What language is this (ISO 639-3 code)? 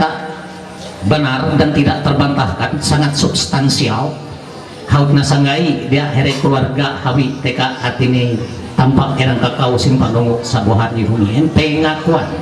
mhy